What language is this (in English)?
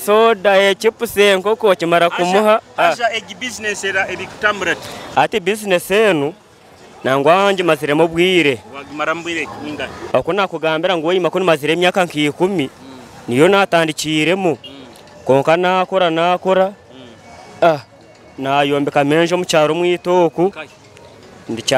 Nyoro